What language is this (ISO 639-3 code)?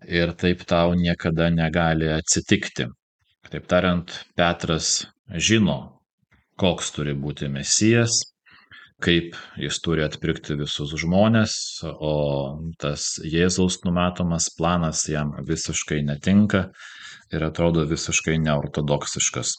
lit